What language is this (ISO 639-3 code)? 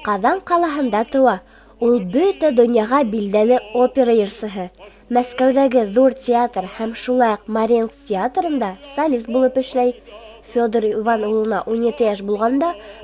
bak